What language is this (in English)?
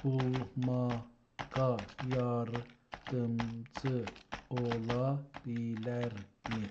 South Azerbaijani